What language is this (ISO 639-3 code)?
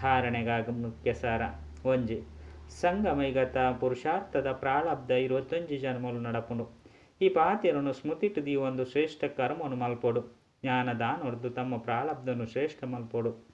tcy